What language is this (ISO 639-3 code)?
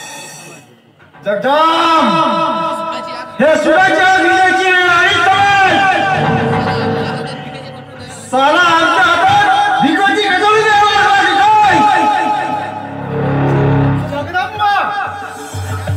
mar